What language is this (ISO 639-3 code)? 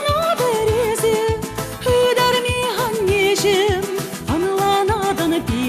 chv